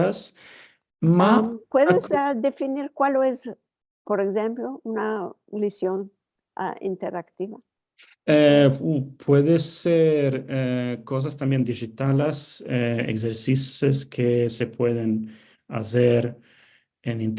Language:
Ladino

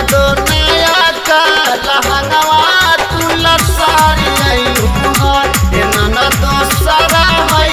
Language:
Bhojpuri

